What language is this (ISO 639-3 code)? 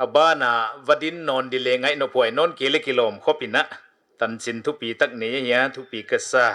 pck